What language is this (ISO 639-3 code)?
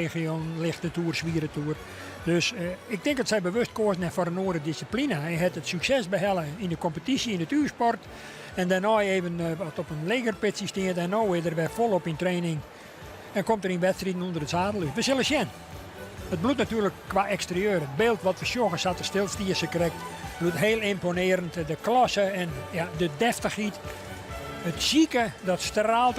fry